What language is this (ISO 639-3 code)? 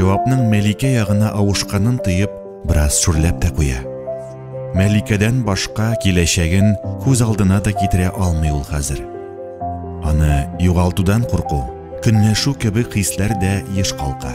tat